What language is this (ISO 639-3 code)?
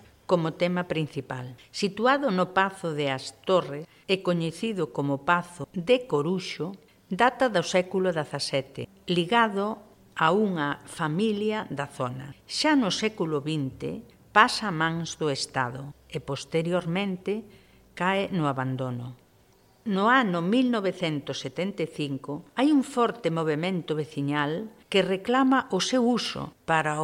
glg